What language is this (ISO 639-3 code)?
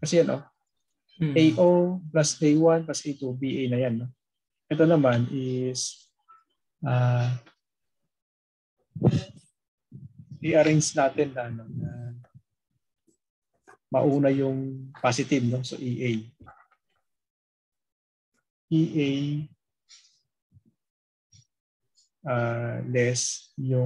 fil